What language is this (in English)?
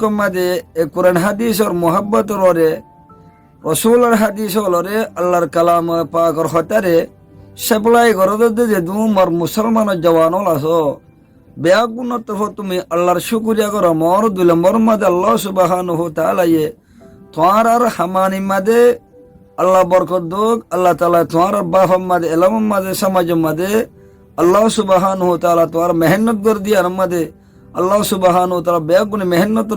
Rohingya